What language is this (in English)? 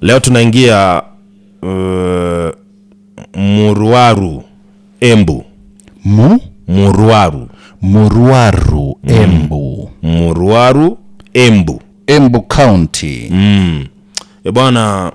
Gusii